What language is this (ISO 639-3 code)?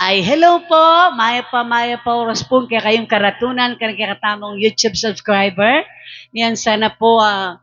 pam